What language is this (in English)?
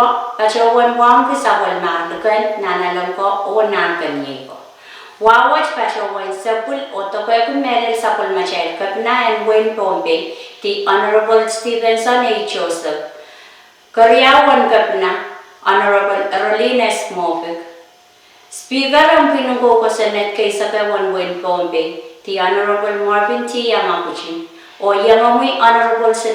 Pohnpeian